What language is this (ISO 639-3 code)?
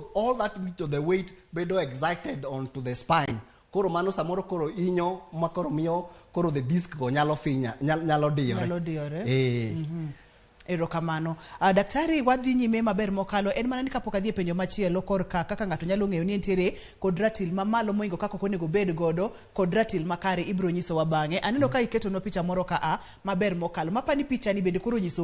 luo